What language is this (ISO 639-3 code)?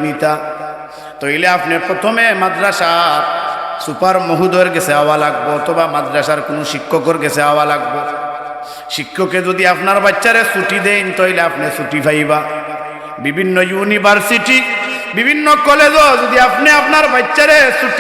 syl